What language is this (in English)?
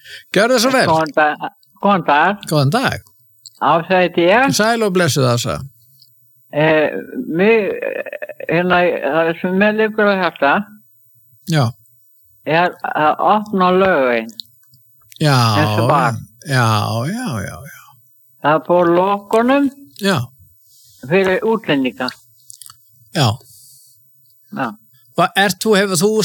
Icelandic